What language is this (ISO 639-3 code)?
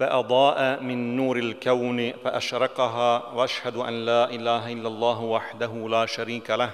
bos